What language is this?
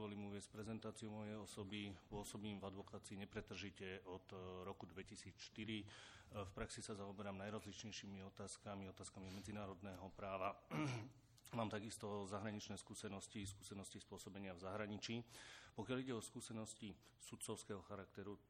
Slovak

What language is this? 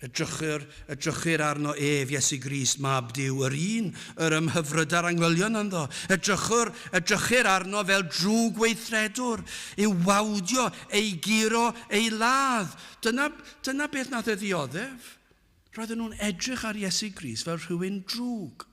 Welsh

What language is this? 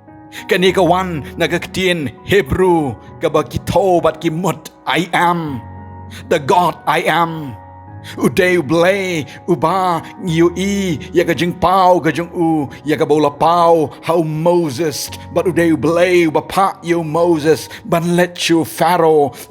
Khasi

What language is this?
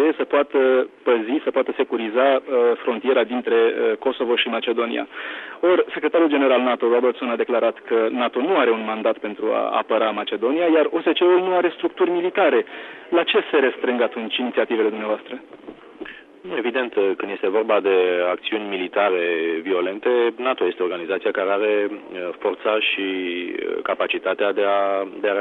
Romanian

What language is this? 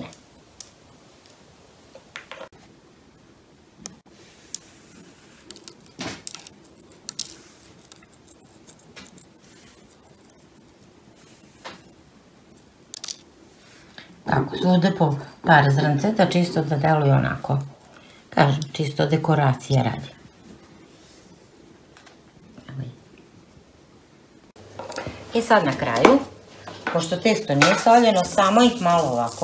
Serbian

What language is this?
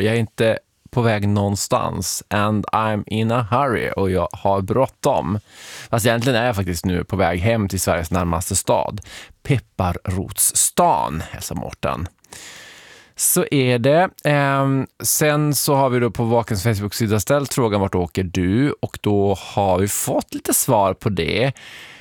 Swedish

